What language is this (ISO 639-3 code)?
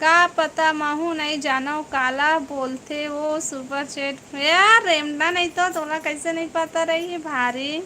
hne